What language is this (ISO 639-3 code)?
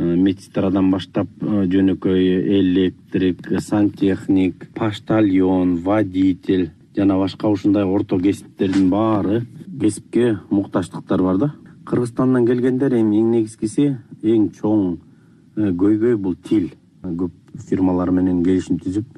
kir